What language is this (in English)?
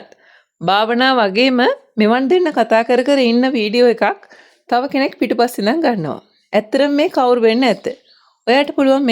Sinhala